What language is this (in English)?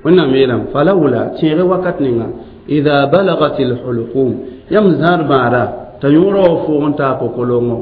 Mossi